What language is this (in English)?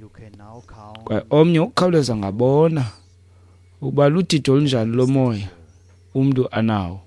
Xhosa